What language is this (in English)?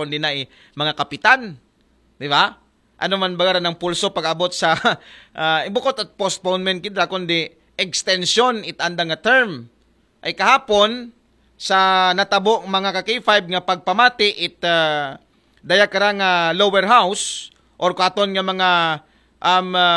Aklanon